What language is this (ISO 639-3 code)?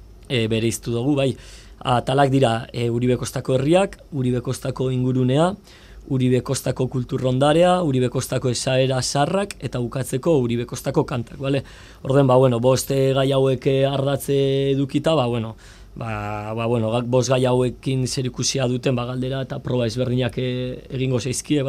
eus